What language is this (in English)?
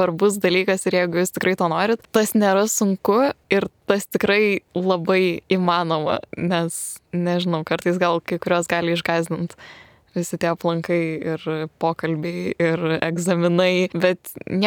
Lithuanian